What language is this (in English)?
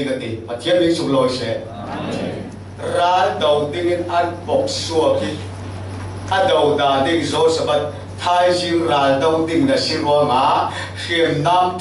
Falam Chin